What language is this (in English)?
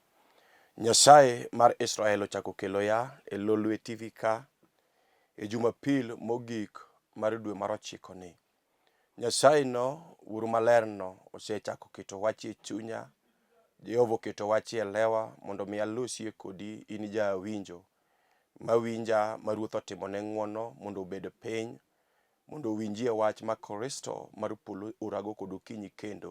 Luo (Kenya and Tanzania)